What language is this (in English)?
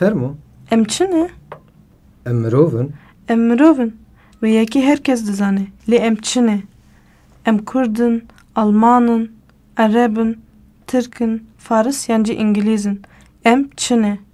Kurdish